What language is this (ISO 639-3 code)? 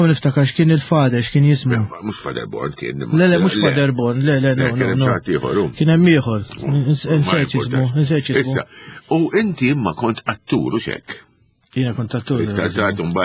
mlt